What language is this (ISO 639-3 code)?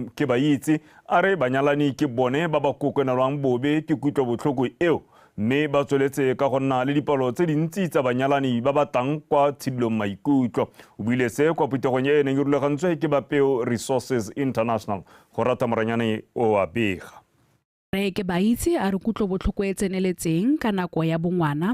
tsn